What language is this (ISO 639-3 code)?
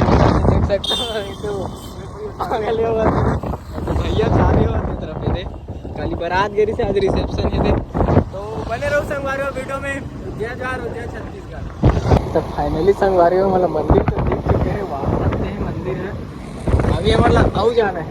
hne